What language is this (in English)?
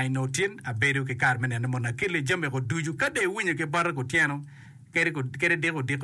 Acoli